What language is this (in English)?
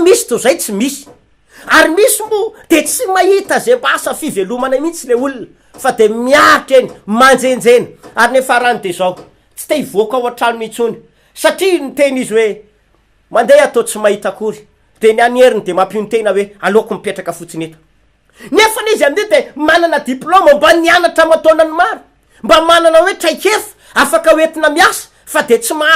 Malagasy